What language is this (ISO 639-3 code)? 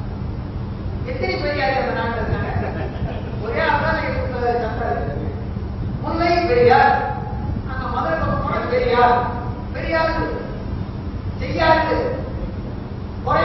tam